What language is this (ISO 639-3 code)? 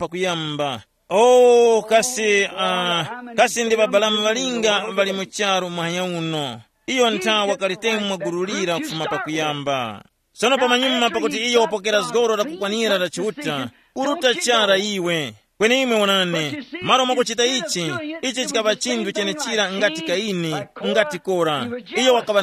tum